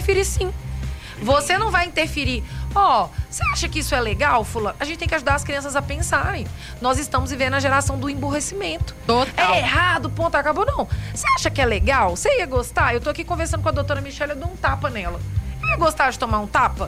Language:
Portuguese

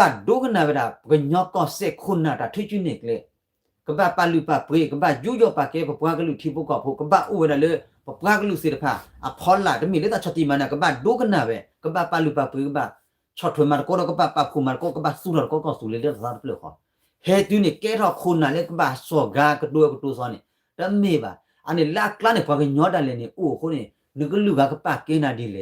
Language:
S'gaw Karen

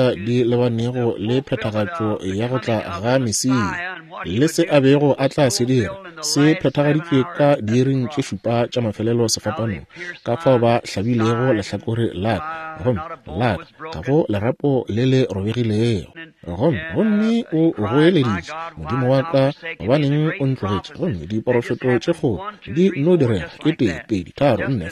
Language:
Northern Sotho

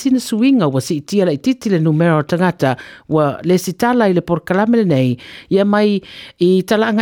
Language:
Samoan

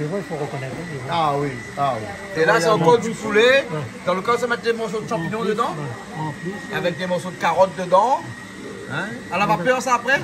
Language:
Réunion Creole French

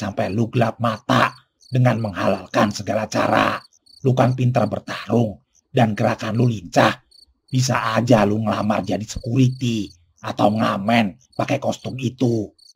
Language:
Betawi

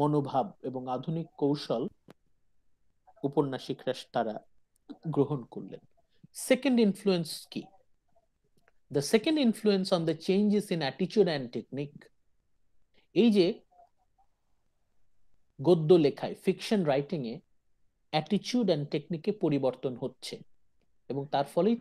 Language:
Bangla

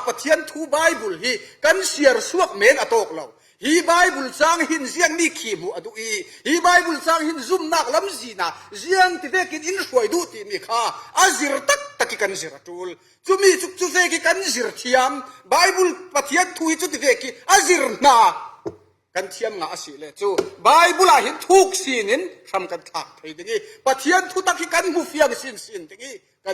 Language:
Falam Chin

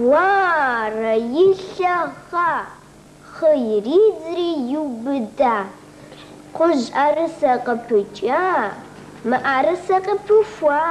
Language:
Kabardian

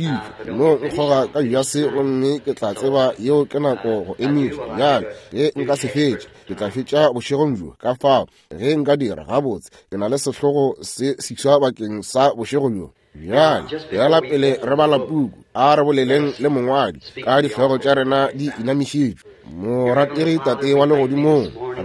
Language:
Northern Sotho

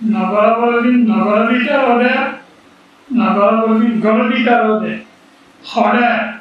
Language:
Rohingya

